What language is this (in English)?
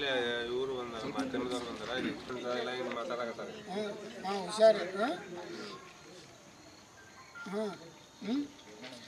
Kannada